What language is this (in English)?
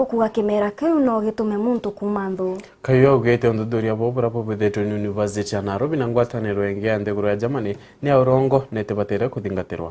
Meru